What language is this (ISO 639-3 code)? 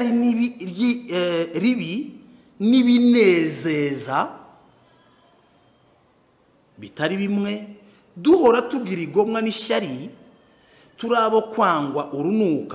kin